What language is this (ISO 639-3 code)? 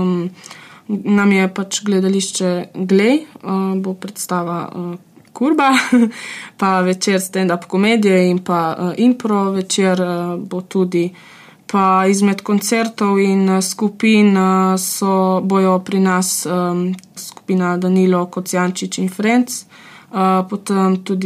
slv